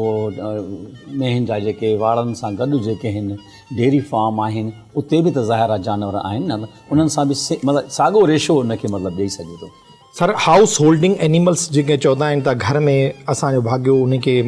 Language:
Sindhi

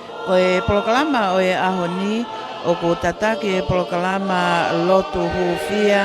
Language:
Tongan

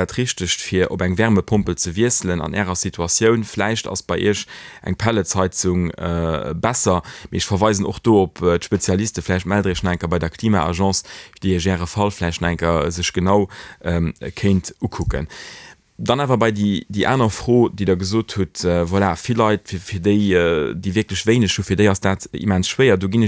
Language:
Luxembourgish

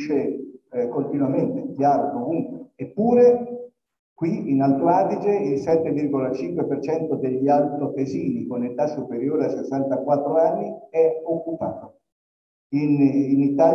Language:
Italian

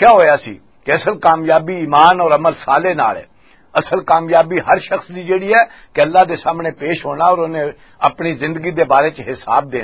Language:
Western Panjabi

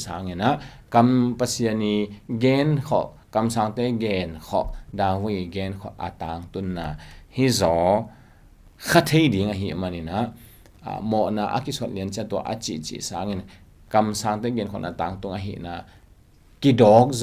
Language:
Tedim Chin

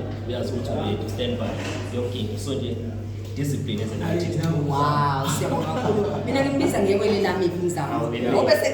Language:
Zulu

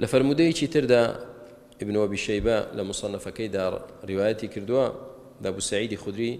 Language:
Central Kurdish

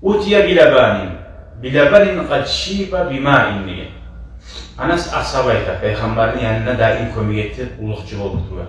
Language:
Kumyk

